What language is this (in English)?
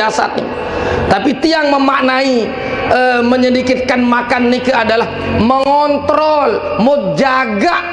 Sasak